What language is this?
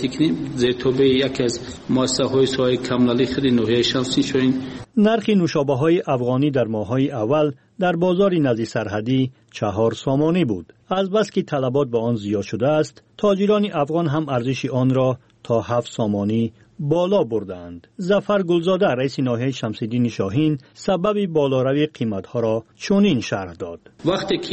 Persian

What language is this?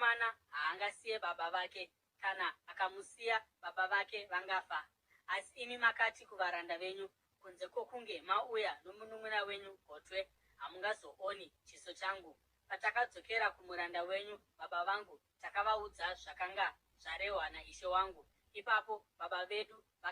Shona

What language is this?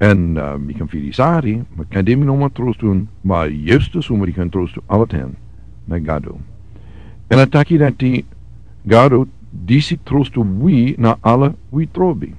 Sranan Tongo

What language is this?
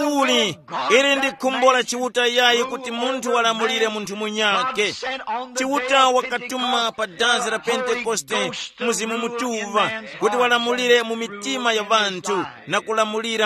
Tumbuka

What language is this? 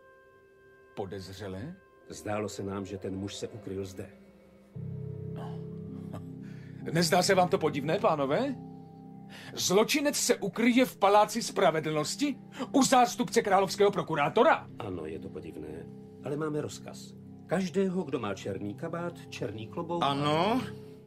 Czech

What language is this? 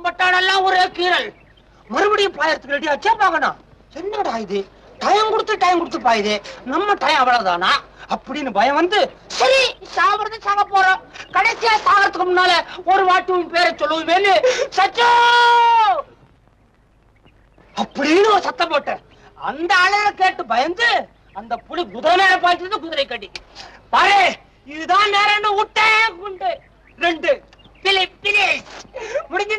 Tamil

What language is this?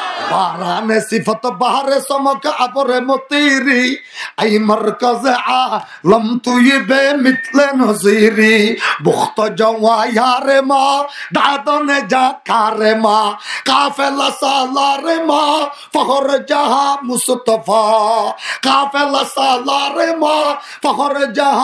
Rohingya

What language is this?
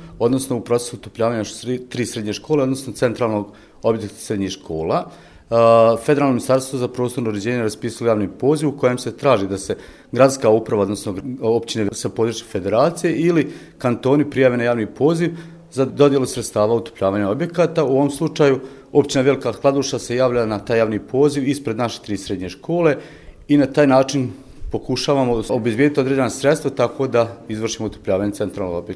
Bosnian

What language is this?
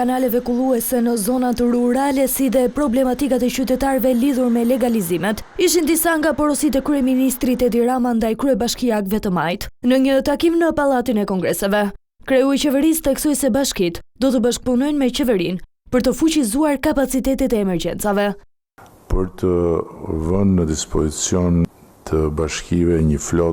Albanian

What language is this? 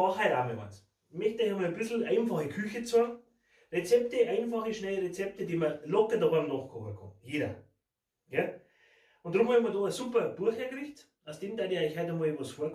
Bavarian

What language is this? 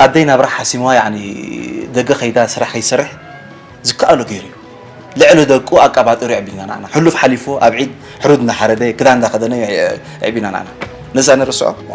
Tigrinya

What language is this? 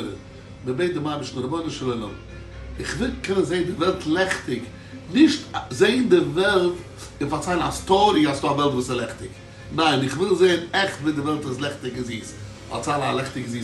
Yiddish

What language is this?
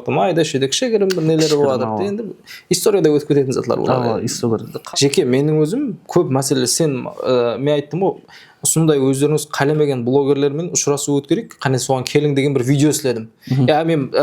Kara-Kalpak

